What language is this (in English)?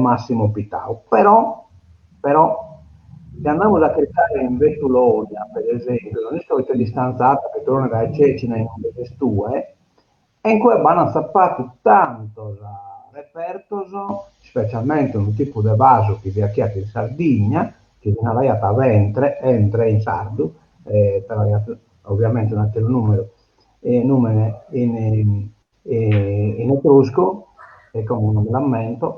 Sardinian